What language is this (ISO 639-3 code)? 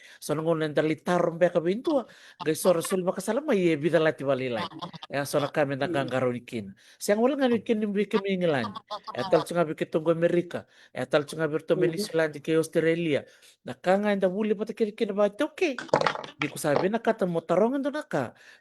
fij